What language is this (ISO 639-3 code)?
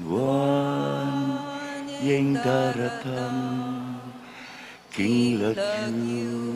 pam